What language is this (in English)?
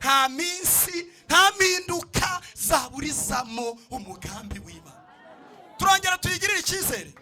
Kinyarwanda